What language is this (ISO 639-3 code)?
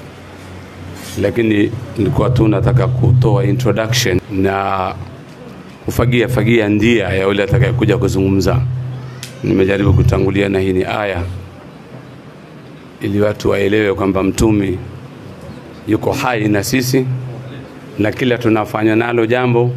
swa